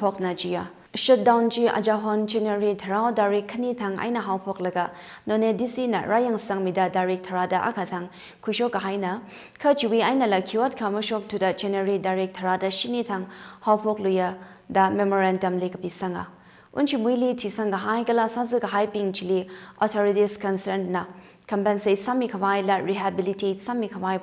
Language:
Tangkhul Naga (India)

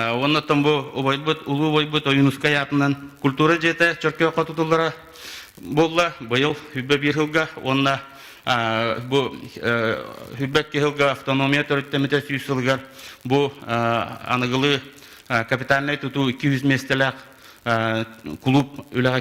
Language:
Yakut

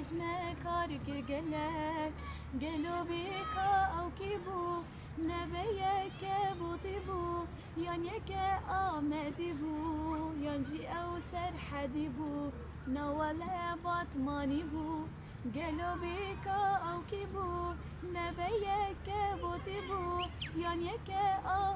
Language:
Kurdish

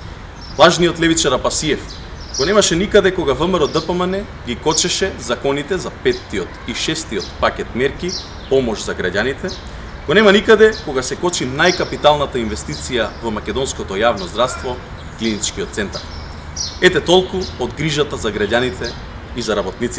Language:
Macedonian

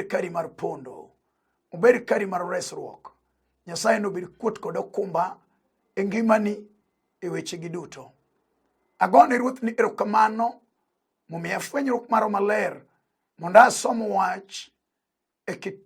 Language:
Luo (Kenya and Tanzania)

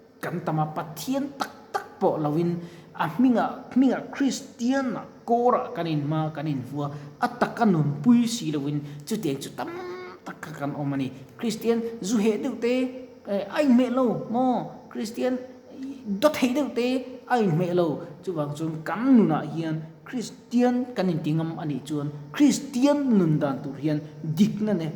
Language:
Mizo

